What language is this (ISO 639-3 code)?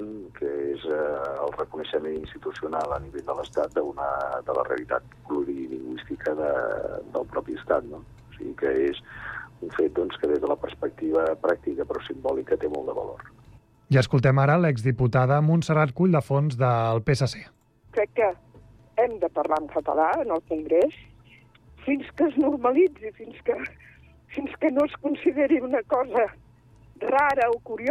cat